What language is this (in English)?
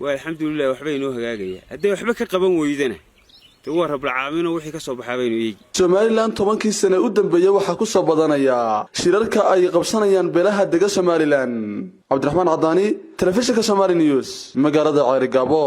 Somali